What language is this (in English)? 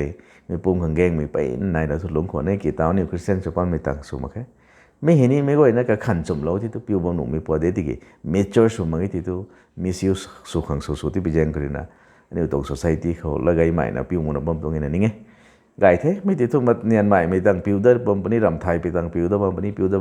Rongmei Naga